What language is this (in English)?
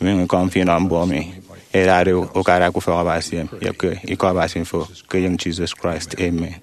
Efik